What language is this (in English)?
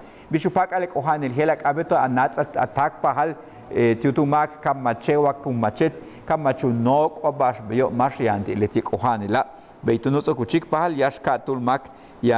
Yucateco